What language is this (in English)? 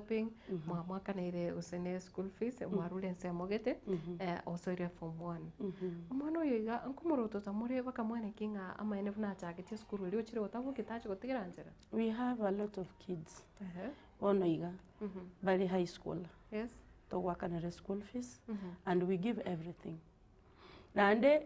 Gusii